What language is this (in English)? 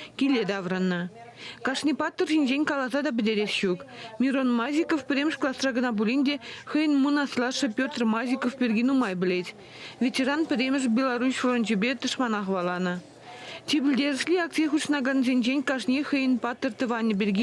Chuvash